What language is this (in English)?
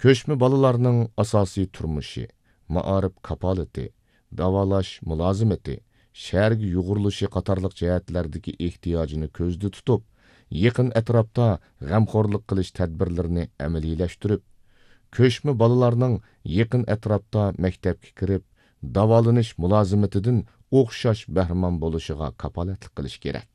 Uyghur